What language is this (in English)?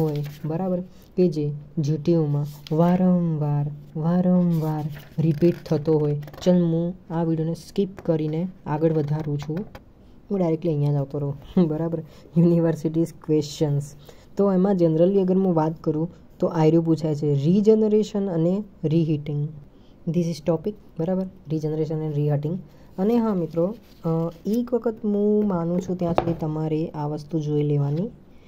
Gujarati